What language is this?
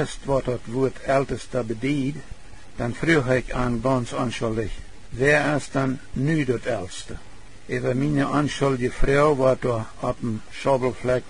Plautdietsch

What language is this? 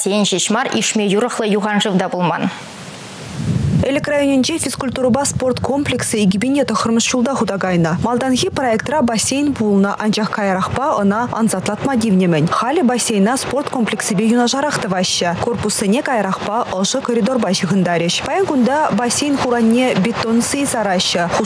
Chuvash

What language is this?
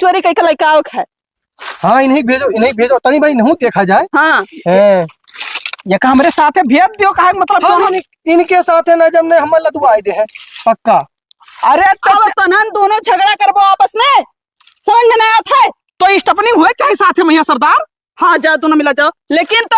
Awadhi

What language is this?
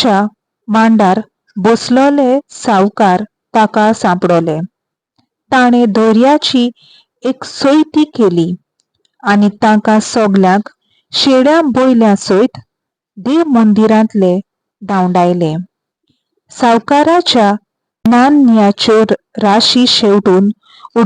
Konkani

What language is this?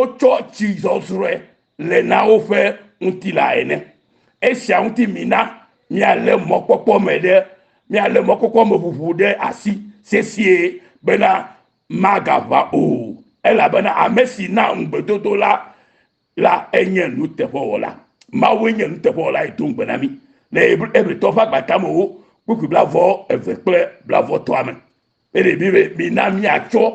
Ewe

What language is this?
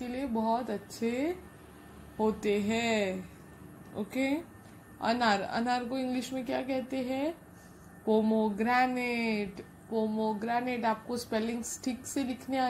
Hindi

